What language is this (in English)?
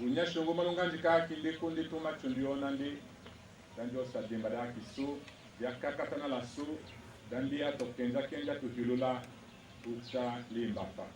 Tetela